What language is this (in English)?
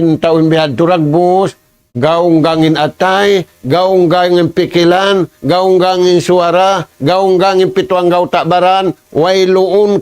Tausug